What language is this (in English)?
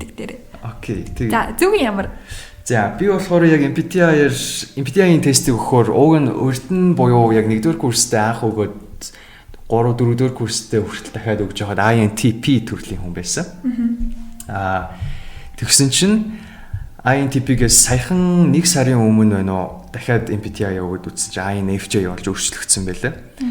Mongolian